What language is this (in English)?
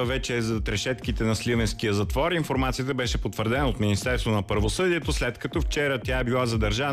Bulgarian